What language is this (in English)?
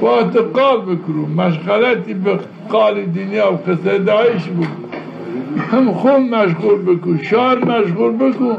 Zaza